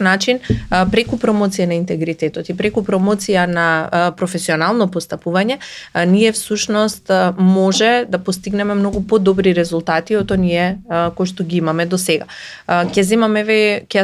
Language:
Macedonian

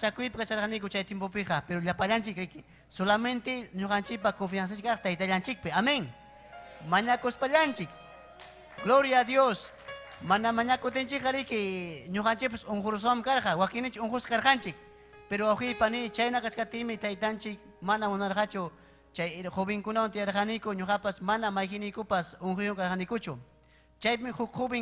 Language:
Ayacucho Quechua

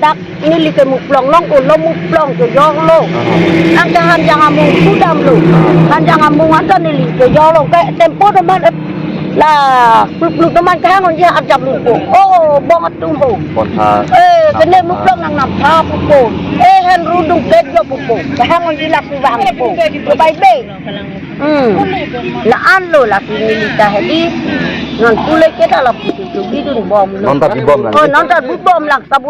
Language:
Karbi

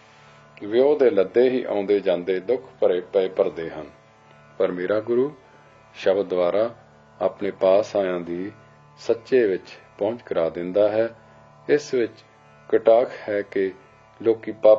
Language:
Punjabi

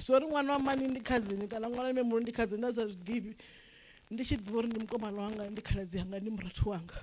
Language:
Venda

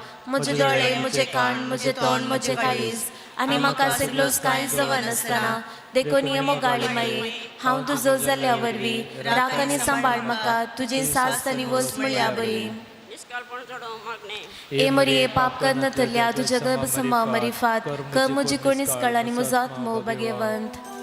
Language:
Konkani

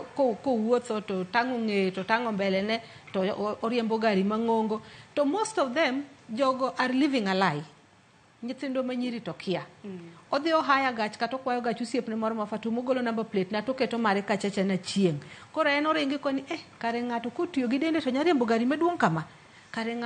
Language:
Luo (Kenya and Tanzania)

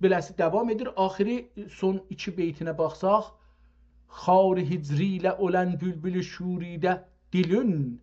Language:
South Azerbaijani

